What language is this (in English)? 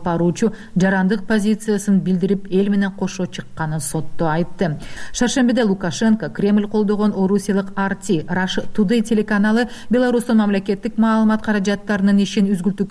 Kyrgyz